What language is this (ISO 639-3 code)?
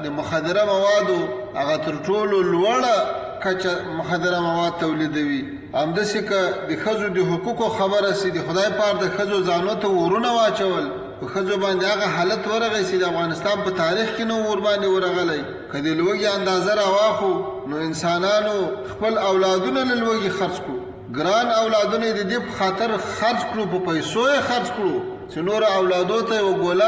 pus